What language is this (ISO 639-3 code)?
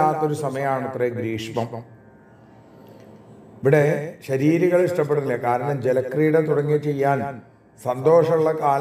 mal